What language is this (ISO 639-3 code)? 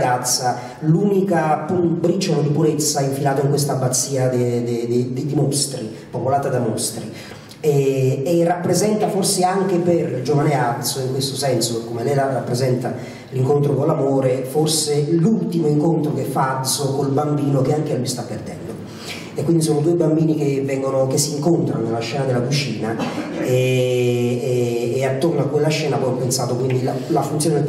ita